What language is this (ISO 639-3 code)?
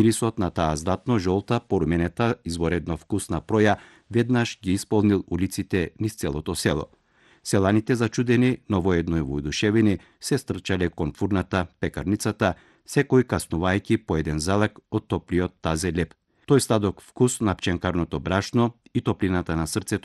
mkd